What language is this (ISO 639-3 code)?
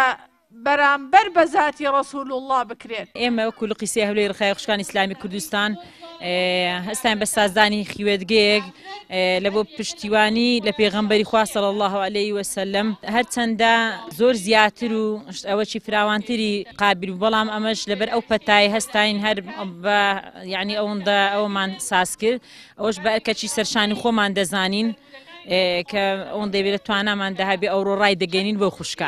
ckb